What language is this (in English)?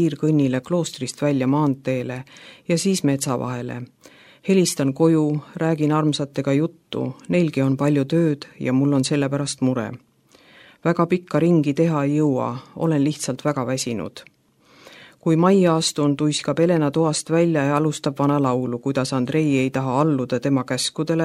Estonian